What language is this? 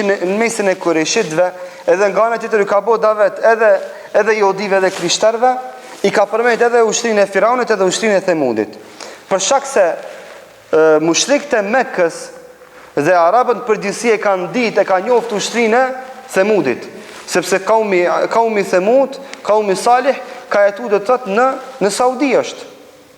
Albanian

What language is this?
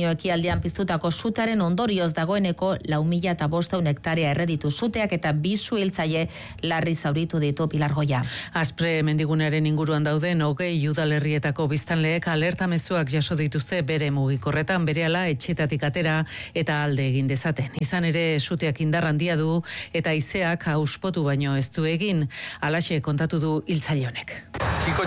Basque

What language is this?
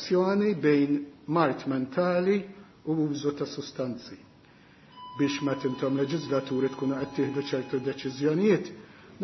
Maltese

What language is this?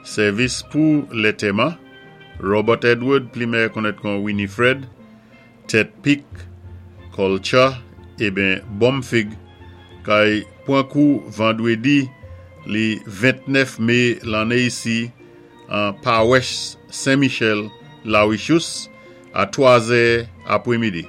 Saint Lucian Creole French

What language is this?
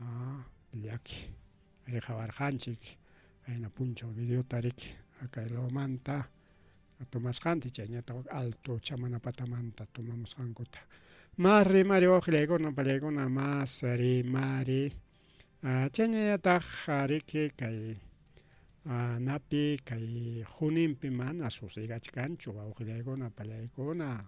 Ayacucho Quechua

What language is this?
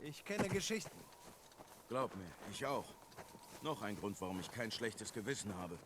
Swiss German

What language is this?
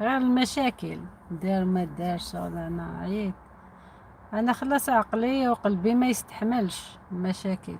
Algerian Arabic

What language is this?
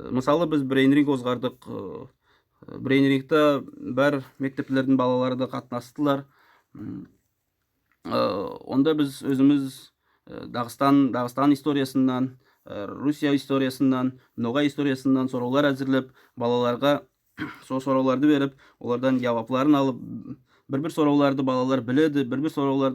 Nogai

